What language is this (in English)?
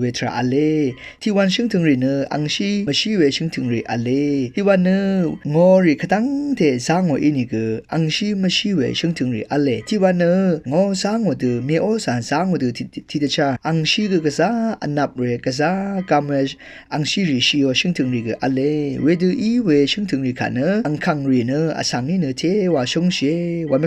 Rawang